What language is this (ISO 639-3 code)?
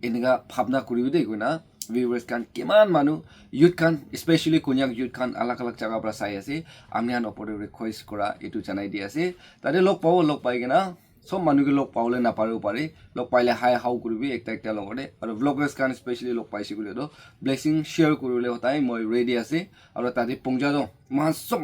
nag